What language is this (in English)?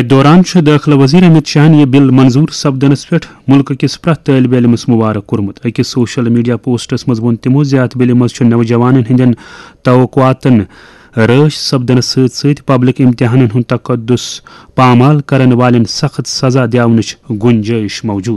Kashmiri